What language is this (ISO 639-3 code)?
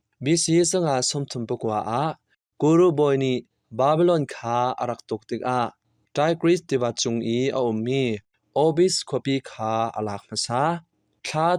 cnh